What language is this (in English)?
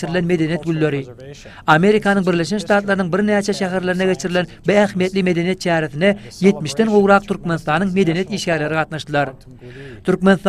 Turkmen